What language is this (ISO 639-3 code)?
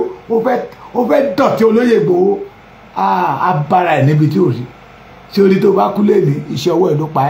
yor